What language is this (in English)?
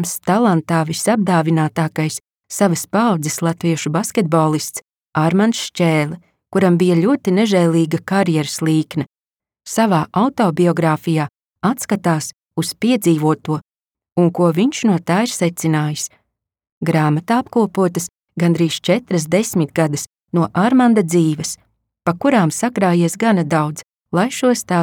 Latvian